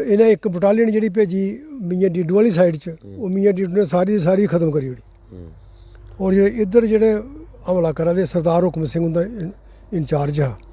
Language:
Dogri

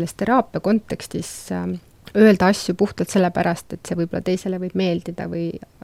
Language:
Estonian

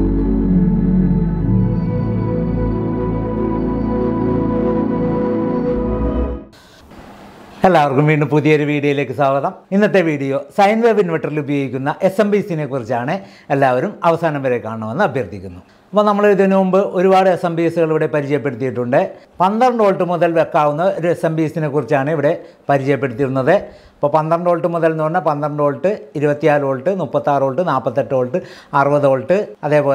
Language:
Malayalam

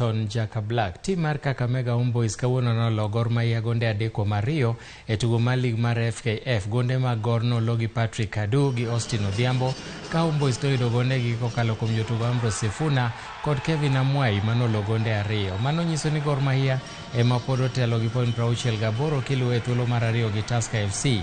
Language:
Luo (Kenya and Tanzania)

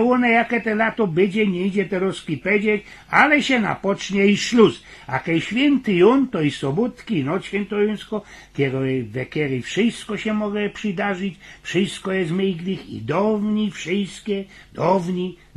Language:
Silesian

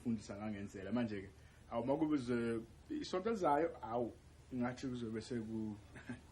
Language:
Zulu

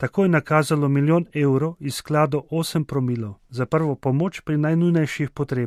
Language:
Slovenian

